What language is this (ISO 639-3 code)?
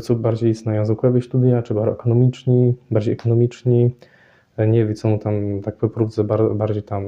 csb